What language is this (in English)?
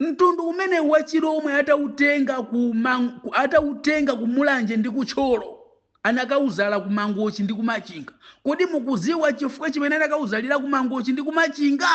Nyanja